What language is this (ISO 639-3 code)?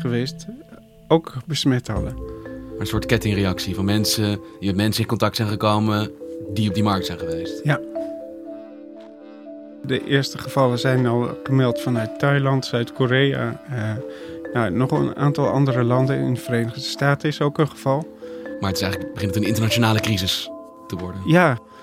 nld